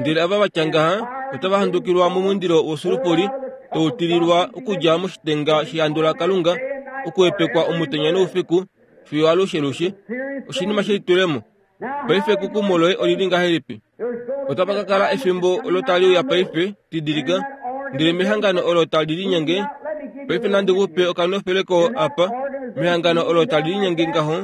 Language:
Kuanyama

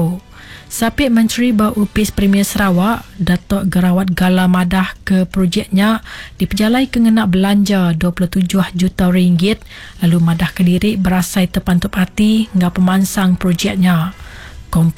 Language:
Iban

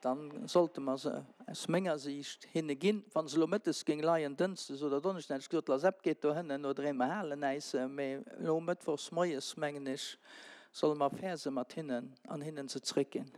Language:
Luxembourgish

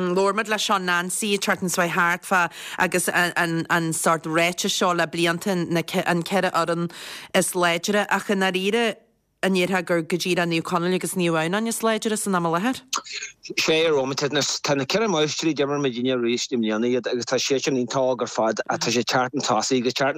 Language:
Irish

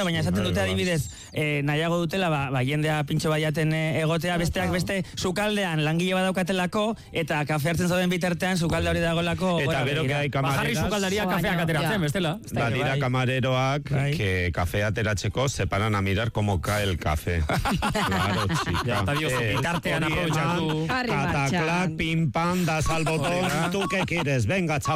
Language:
Basque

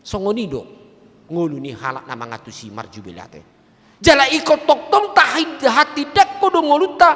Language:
Batak Toba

